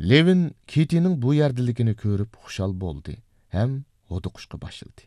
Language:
Uyghur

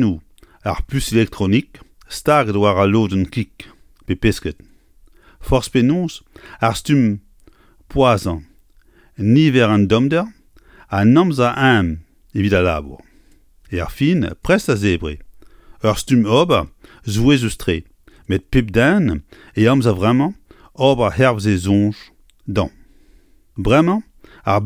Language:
Breton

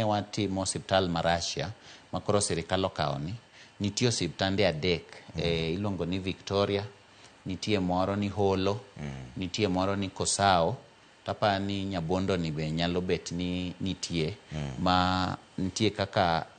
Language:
Luo (Kenya and Tanzania)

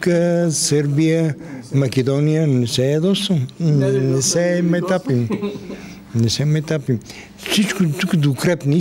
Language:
Bulgarian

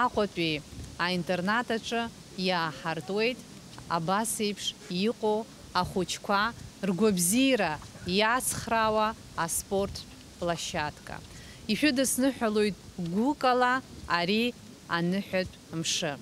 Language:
Abkhazian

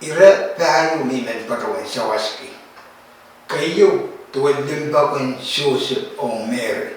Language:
Pohnpeian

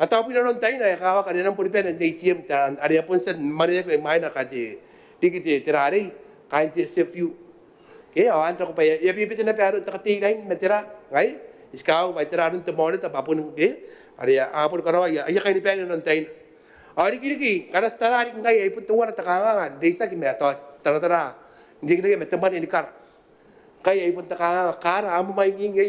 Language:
Gilbertese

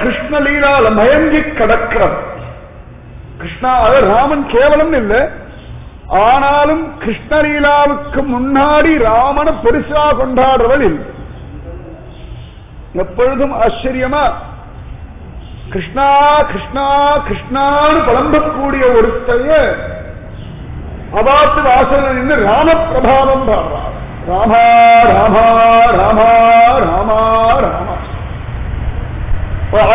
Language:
Tamil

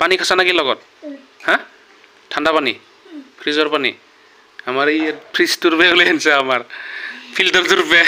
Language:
Assamese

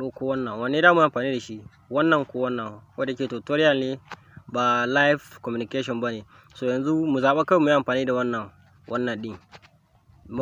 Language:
Hausa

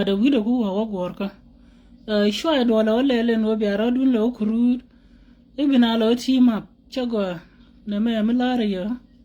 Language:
Nuer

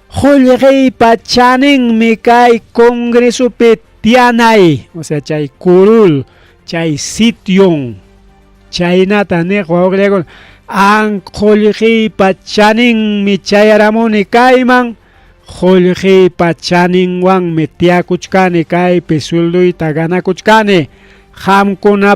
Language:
Ayacucho Quechua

